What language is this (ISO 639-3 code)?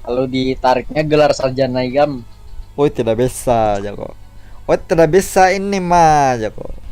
bjn